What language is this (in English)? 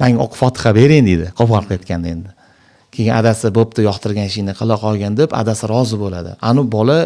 Uzbek